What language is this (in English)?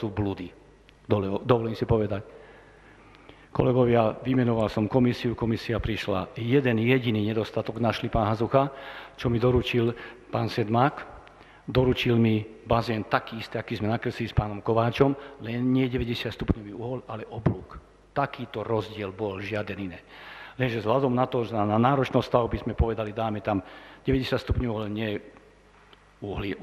Slovak